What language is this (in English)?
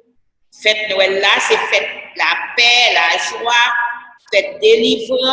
Haitian Creole